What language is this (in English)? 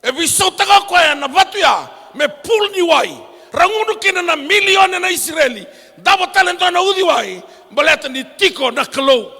Fijian